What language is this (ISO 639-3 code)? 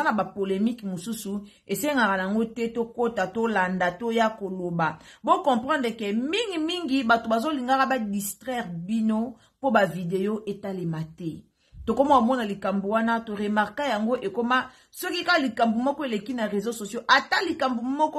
lin